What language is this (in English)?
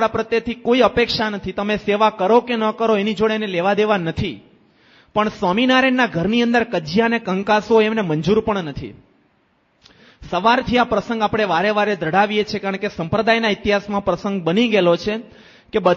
Gujarati